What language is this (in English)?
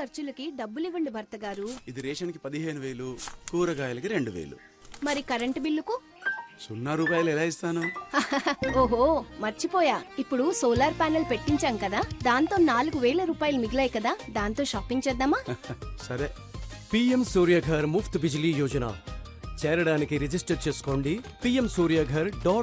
Telugu